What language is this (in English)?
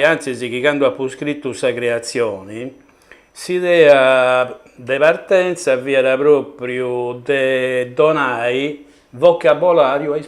Sardinian